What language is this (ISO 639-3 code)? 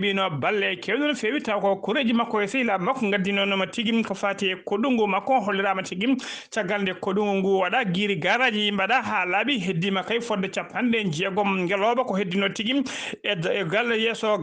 ful